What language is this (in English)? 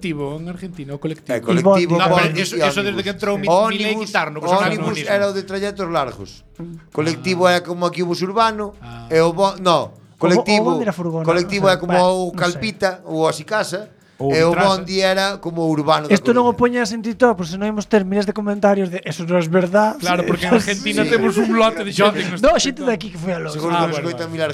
Galician